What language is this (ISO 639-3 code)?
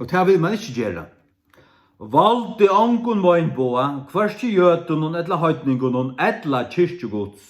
fao